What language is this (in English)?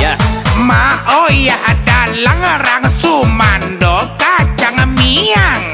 Minangkabau